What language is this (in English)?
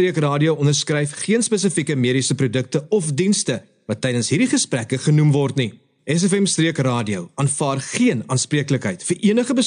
Afrikaans